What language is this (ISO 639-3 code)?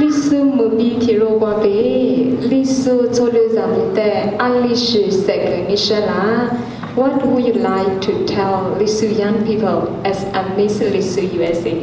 lis